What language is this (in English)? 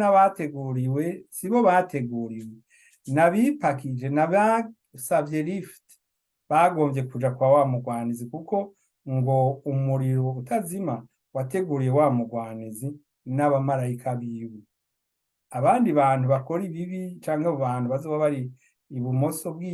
Rundi